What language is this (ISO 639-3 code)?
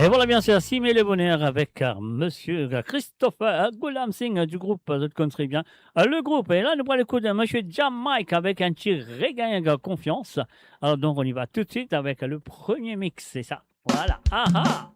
mfe